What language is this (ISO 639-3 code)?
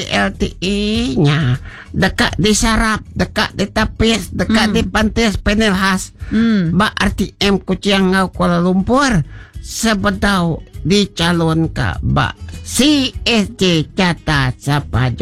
iba